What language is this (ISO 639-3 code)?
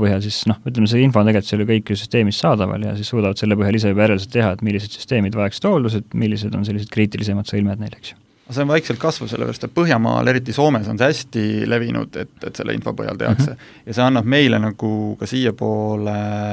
est